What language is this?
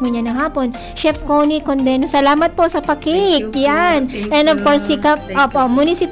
Bikol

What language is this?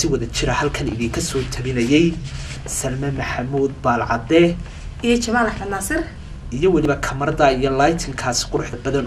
Somali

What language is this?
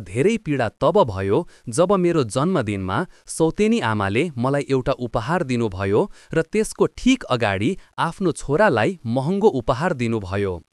Nepali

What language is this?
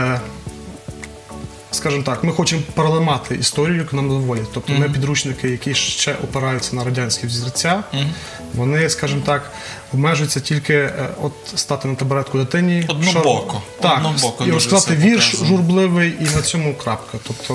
Ukrainian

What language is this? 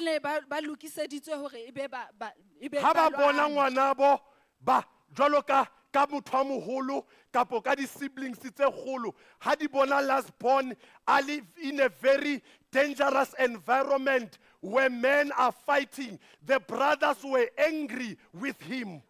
Southern Sotho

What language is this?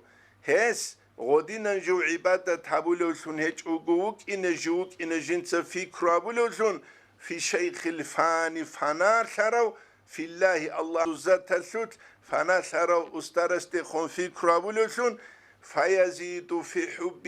Avaric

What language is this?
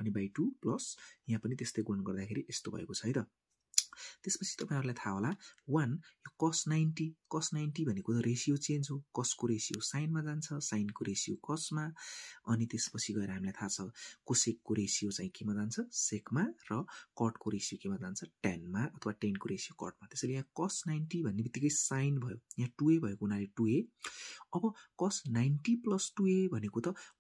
Nepali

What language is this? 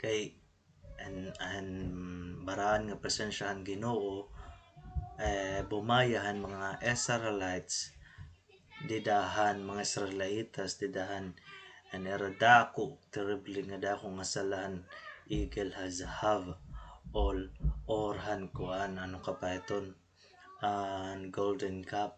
Waray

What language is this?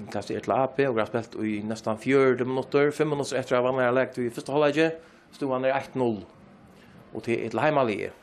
Faroese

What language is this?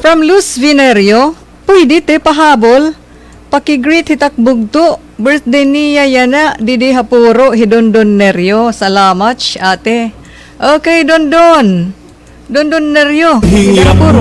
Waray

